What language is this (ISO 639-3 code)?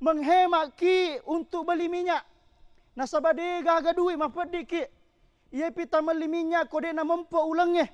bug